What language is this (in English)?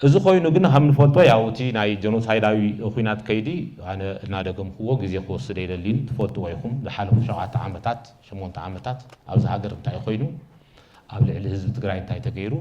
Tigrinya